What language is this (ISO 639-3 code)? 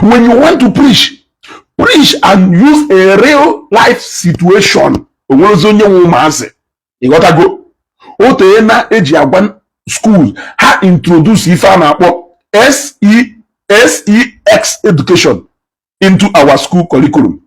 ibo